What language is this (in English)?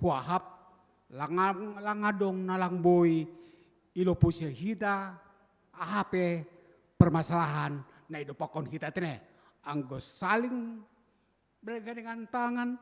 Batak Simalungun